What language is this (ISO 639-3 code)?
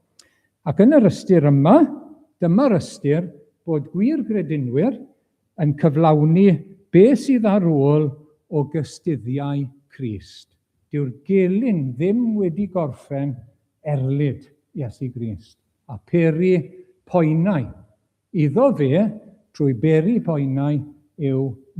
cym